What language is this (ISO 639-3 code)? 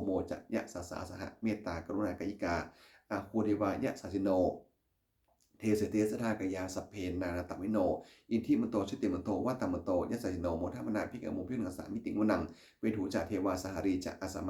pli